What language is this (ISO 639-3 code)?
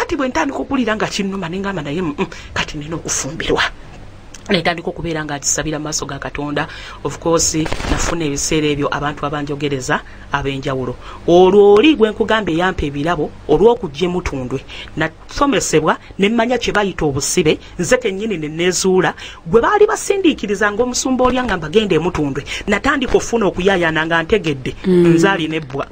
lug